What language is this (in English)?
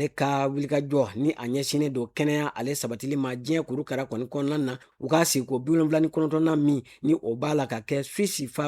Bambara